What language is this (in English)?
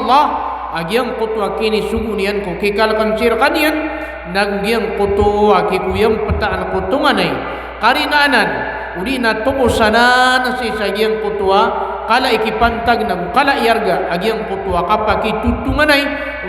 Maranao